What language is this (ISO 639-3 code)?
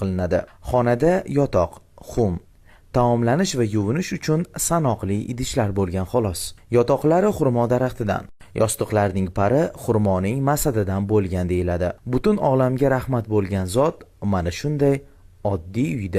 uzb